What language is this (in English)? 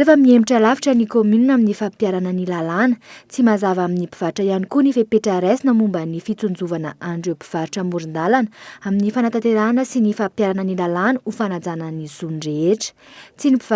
Malagasy